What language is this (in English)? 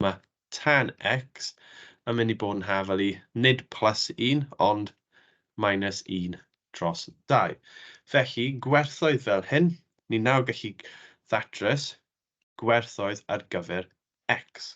Welsh